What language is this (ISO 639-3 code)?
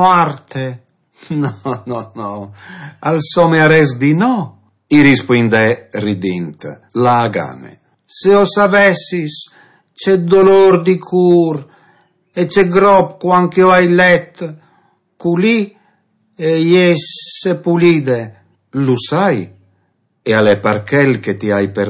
fur